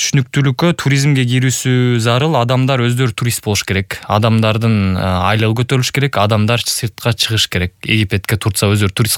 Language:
Kyrgyz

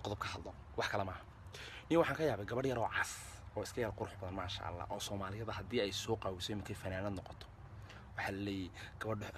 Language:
Somali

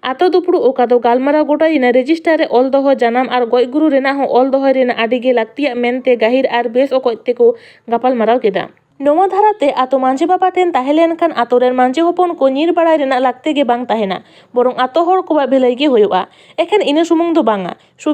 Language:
Santali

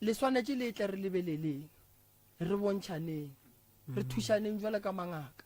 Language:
Northern Sotho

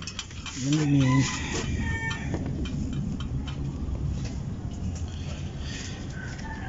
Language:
Filipino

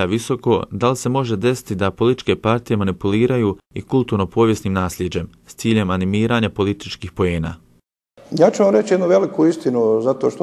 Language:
Bosnian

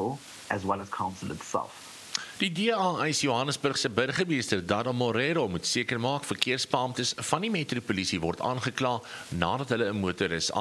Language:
Afrikaans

